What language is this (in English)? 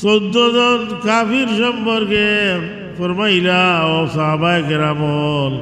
Sylheti